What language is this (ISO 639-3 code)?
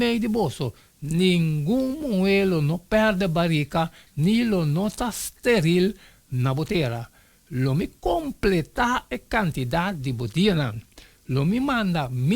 pap